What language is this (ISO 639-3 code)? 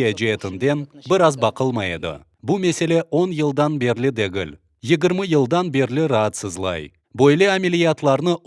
crh